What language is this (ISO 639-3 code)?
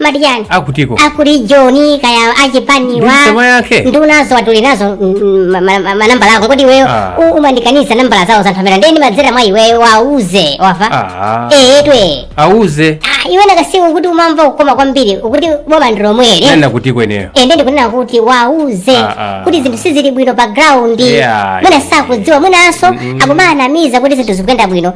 nya